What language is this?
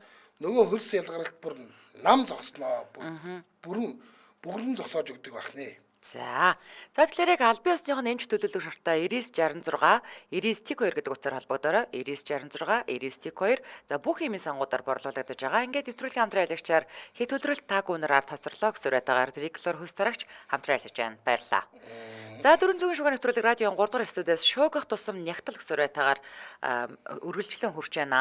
Mongolian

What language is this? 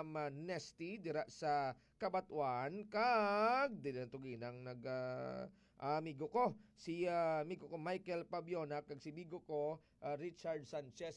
Hiligaynon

